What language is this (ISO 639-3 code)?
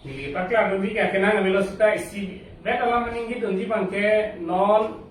mjw